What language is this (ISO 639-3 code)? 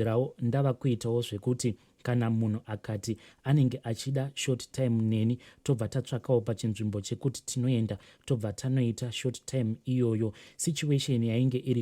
sna